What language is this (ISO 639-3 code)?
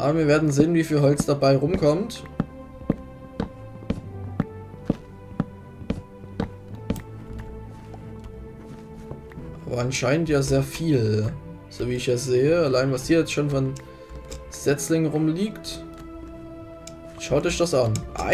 deu